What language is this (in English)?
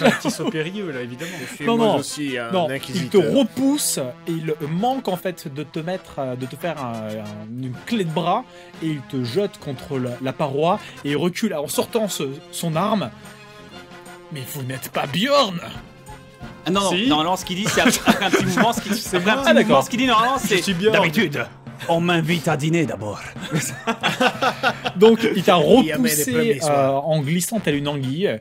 French